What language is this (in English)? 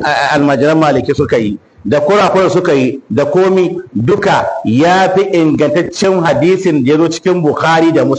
Hausa